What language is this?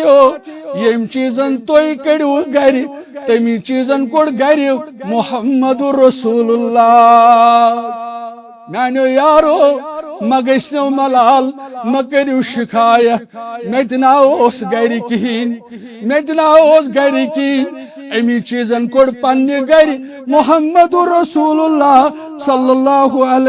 Kashmiri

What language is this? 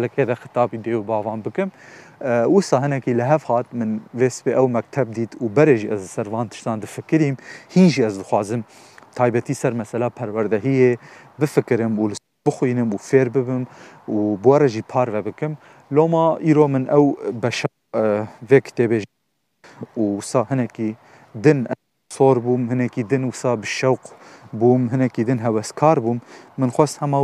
Kurdish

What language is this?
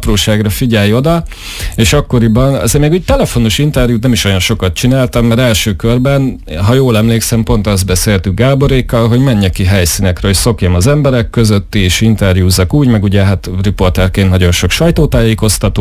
Hungarian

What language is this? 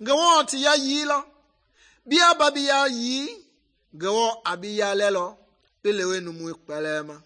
Mende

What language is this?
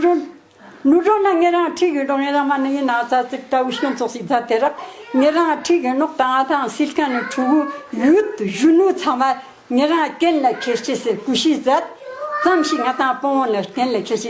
Ladakhi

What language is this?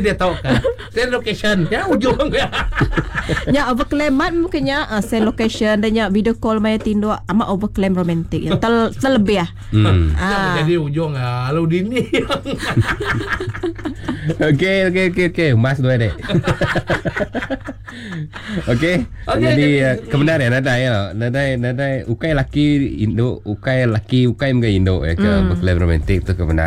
Iban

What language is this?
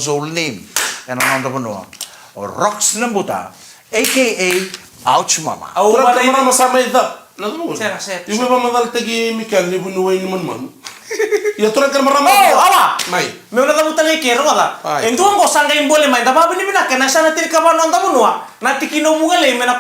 Fijian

